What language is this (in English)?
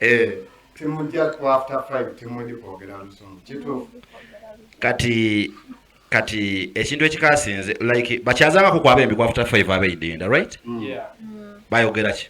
Soga